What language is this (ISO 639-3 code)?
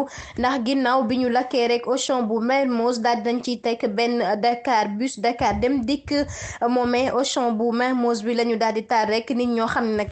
wol